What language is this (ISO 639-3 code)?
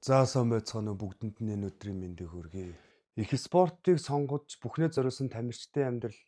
mon